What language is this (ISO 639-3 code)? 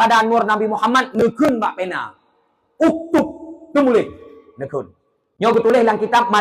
ace